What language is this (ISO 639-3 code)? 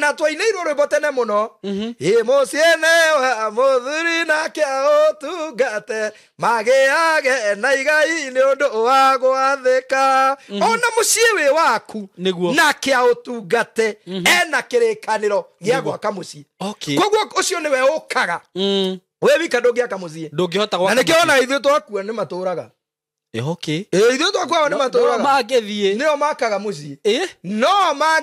kik